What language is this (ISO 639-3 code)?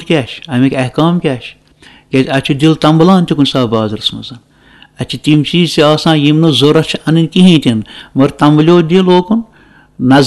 kas